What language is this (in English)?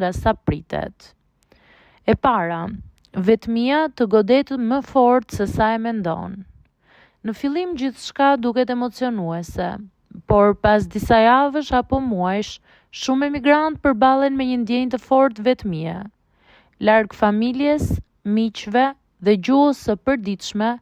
Albanian